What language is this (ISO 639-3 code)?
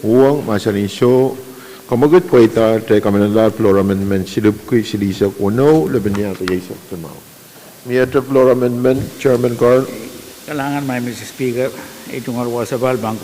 pon